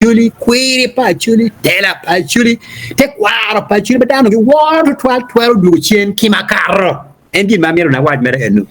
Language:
Acoli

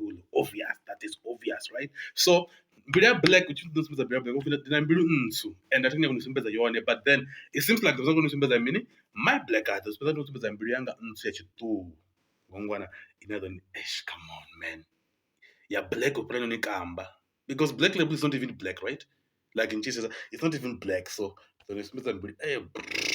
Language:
Venda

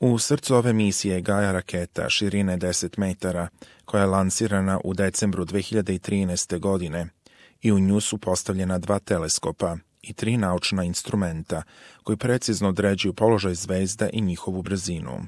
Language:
Serbian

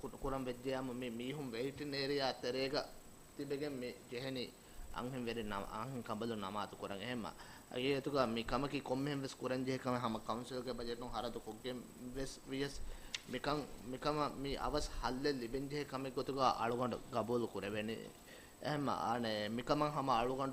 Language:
Divehi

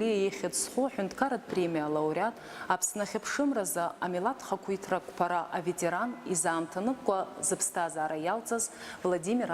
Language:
Abkhazian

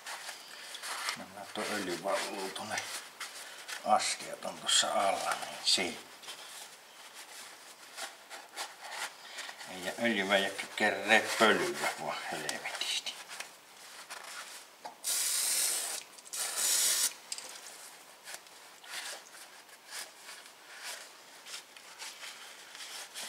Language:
Finnish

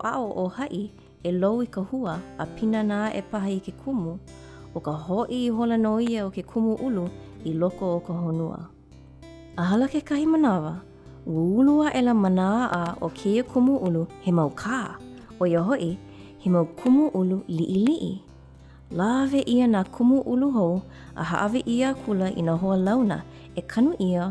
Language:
Hawaiian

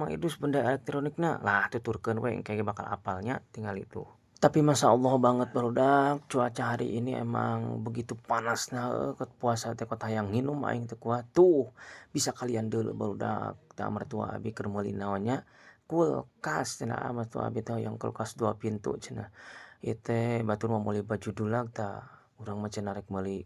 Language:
Sundanese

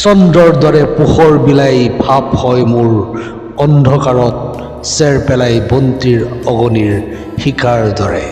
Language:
Assamese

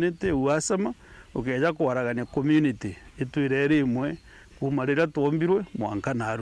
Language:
Meru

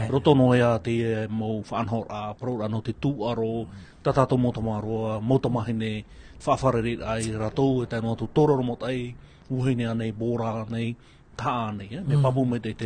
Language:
Tahitian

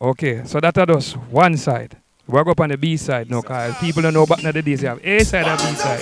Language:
Jamaican Creole English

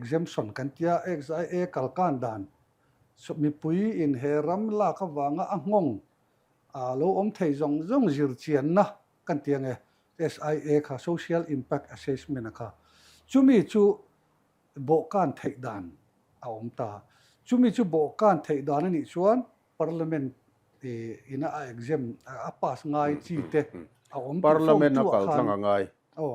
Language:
Mizo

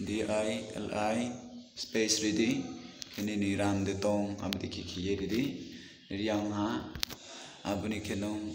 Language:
Riang (India)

